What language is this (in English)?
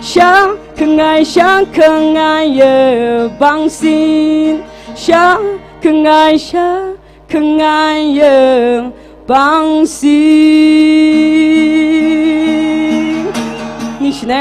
Tangkhul Naga (India)